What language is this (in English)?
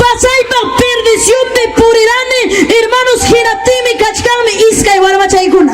Ayacucho Quechua